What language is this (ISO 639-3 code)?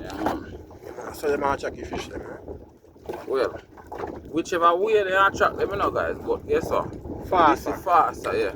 jam